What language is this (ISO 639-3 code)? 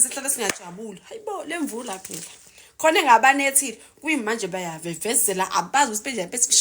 zul